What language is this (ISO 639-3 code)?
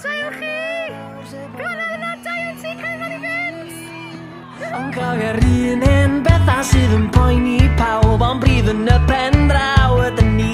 cym